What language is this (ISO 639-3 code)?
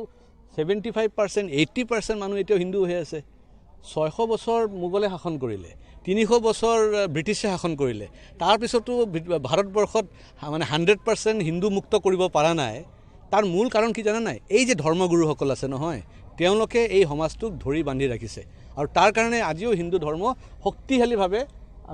asm